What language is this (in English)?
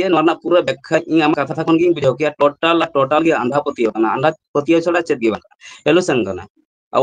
Santali